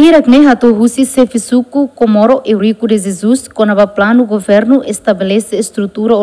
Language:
Tetum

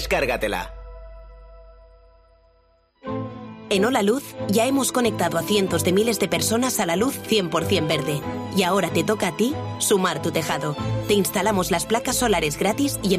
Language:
Spanish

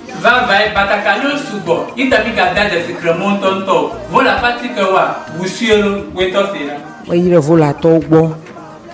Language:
Ewe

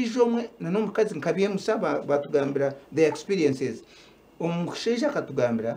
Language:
Nyankole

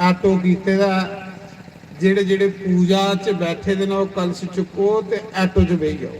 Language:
Dogri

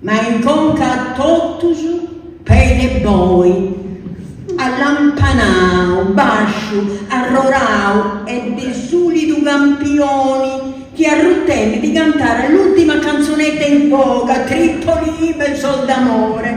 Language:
Sardinian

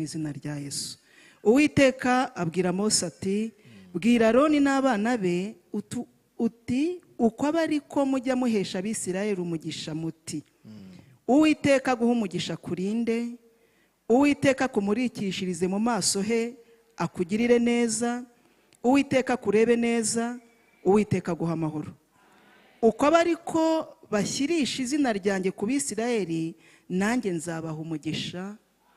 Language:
Kinyarwanda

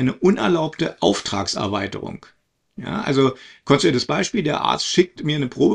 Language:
German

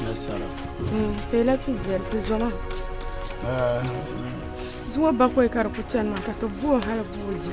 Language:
Dagbani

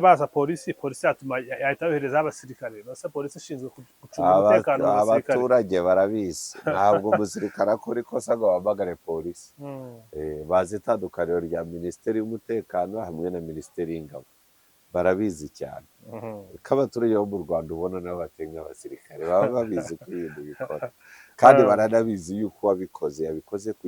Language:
Kinyarwanda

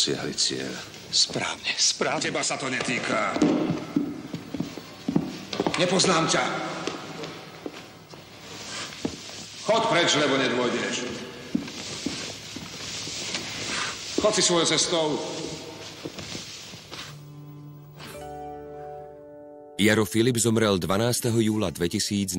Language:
Slovak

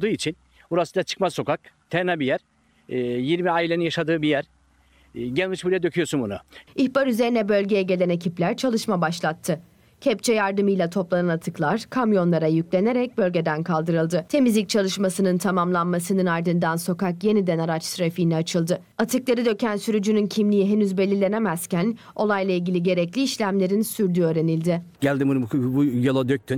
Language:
Turkish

